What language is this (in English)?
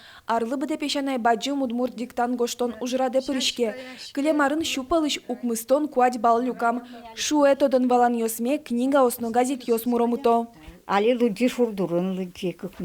Udmurt